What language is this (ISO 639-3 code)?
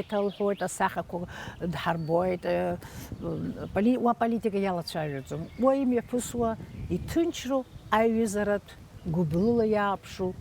abk